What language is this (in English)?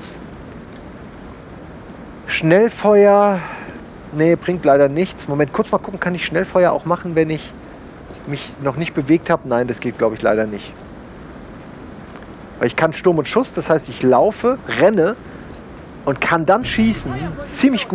German